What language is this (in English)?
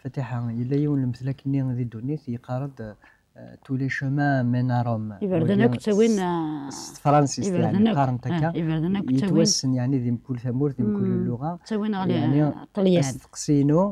Kabyle